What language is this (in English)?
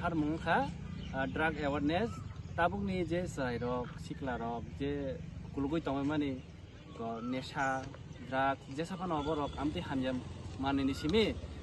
Kok Borok